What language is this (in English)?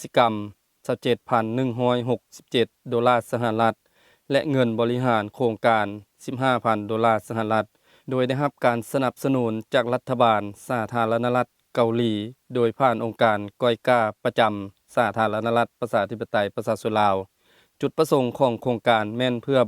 Lao